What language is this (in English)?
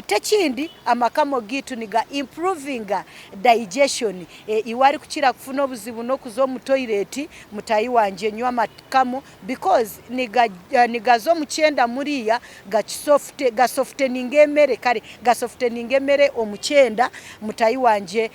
Nyankole